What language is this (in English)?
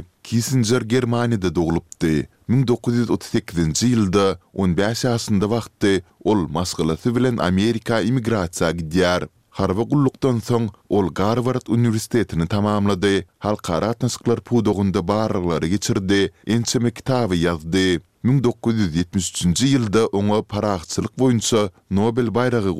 Turkmen